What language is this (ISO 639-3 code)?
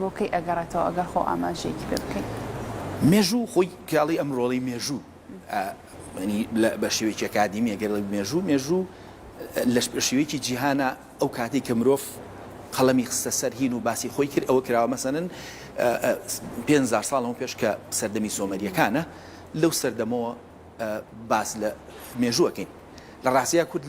ckb